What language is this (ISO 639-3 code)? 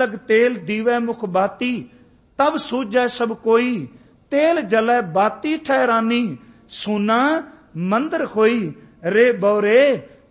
pan